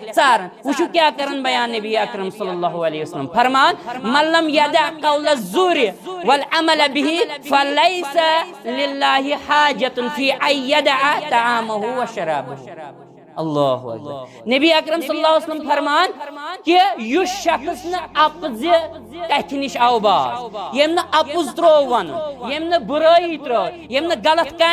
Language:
Kashmiri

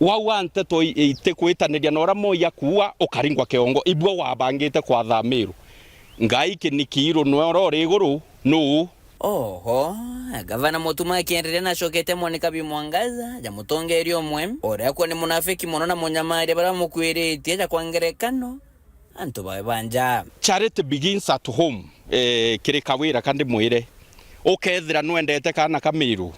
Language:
Meru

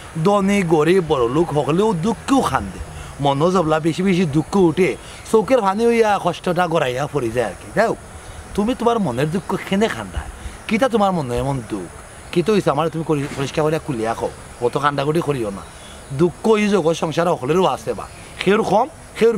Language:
Sylheti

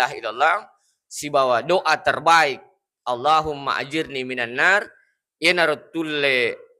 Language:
Buginese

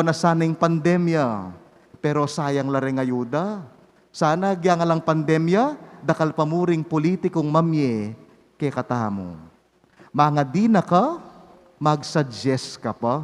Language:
Pampanga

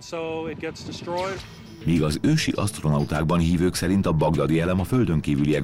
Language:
Hungarian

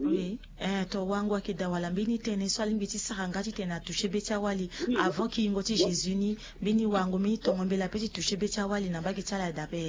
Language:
Sango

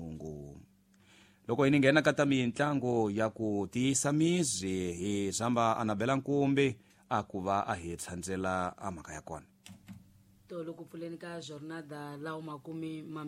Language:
Tsonga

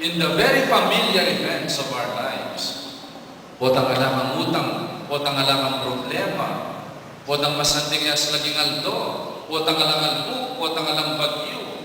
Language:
Pampanga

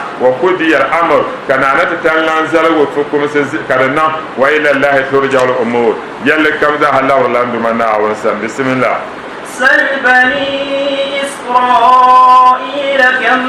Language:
Dagbani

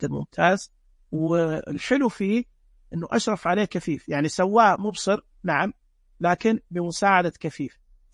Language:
Najdi Arabic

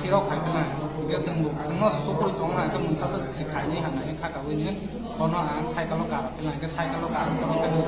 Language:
Riang (India)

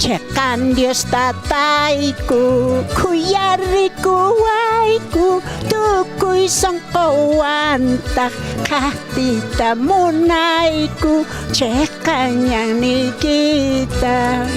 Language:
South Bolivian Quechua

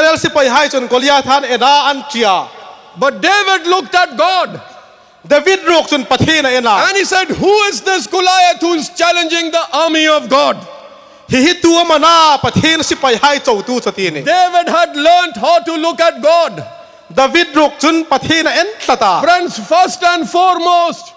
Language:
Hmar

